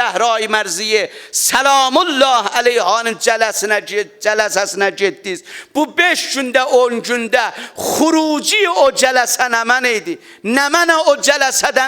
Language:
South Azerbaijani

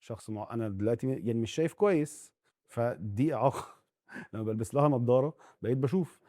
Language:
Egyptian Arabic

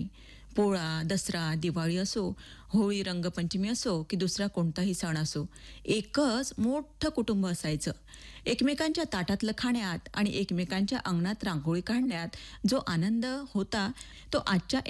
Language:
Marathi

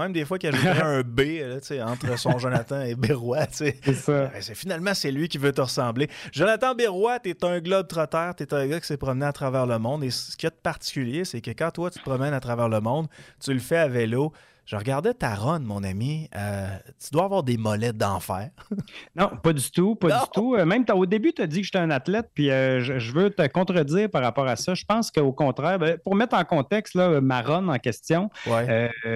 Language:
French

